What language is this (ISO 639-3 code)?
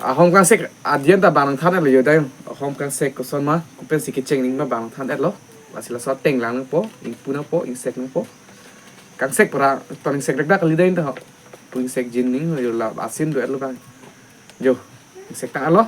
mjw